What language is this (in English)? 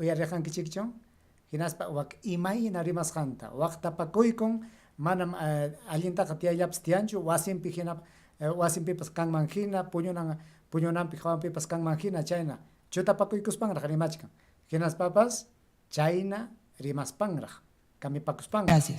Ayacucho Quechua